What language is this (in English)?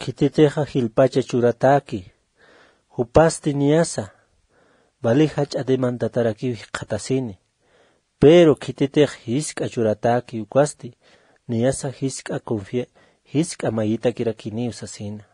Aymara